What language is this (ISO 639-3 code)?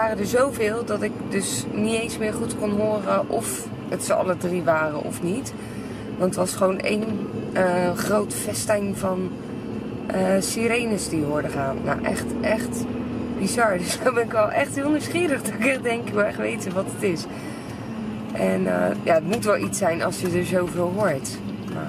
nld